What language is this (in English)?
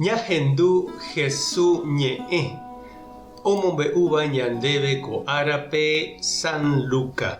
Guarani